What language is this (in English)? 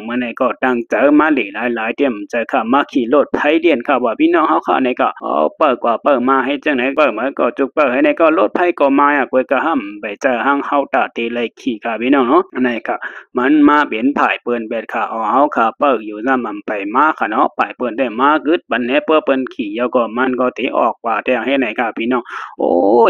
Shan